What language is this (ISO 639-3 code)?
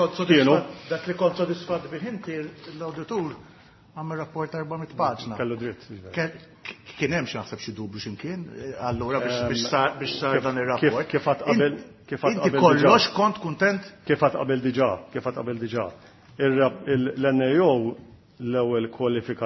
mlt